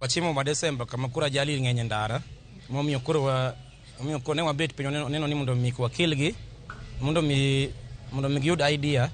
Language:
Luo (Kenya and Tanzania)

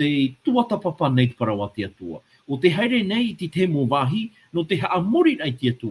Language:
Tahitian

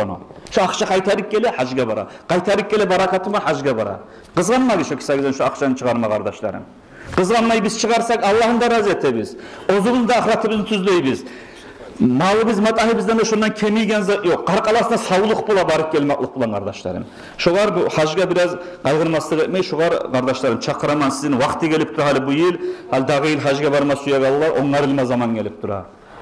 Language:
Kumyk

